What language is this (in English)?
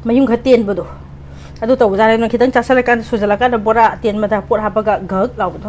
Manipuri